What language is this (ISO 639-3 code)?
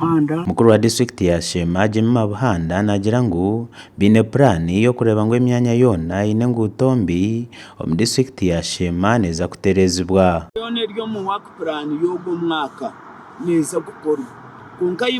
nyn